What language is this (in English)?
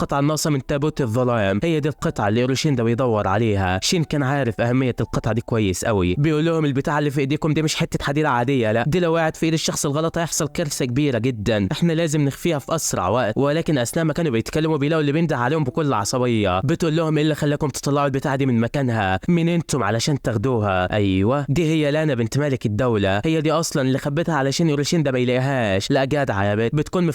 Egyptian Arabic